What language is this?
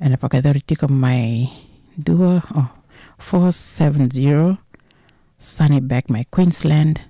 Fijian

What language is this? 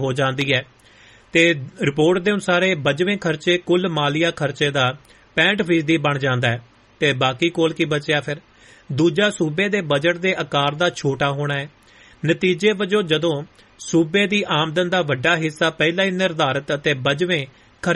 Punjabi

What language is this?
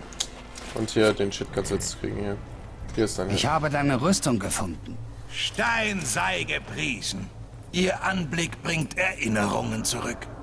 German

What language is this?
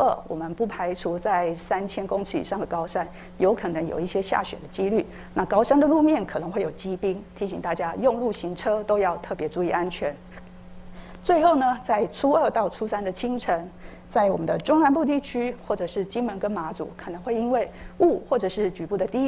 Chinese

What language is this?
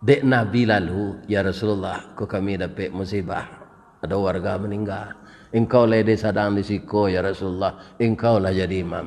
Minangkabau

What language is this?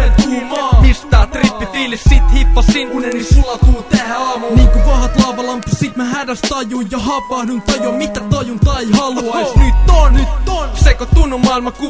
Finnish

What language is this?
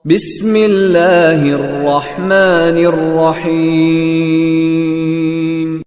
Makasar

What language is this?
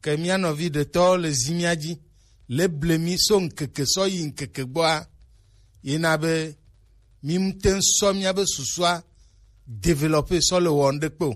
Gen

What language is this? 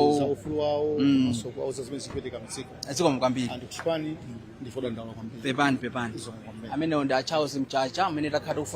Nyanja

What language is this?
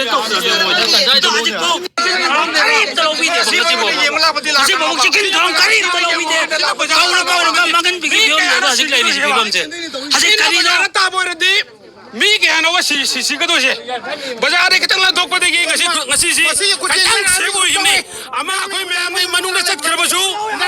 Manipuri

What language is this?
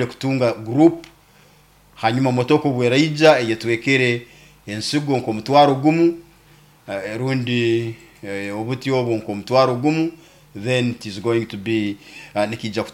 Nyoro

